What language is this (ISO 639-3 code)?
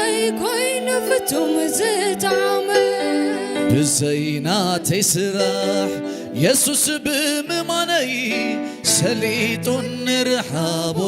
tir